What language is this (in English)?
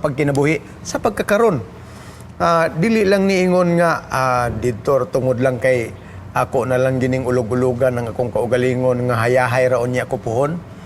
Cebuano